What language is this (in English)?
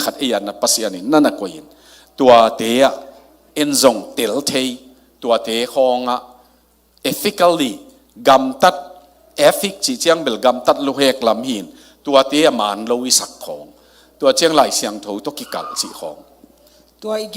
Tedim Chin